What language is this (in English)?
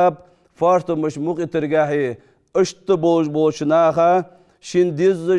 Ingush